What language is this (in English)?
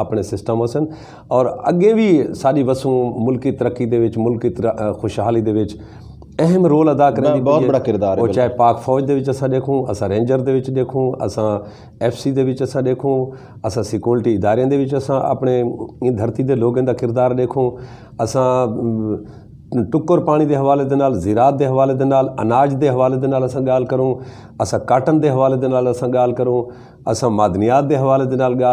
Saraiki